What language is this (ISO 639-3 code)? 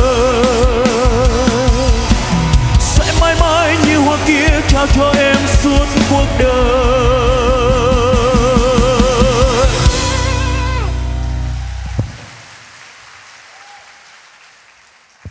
vie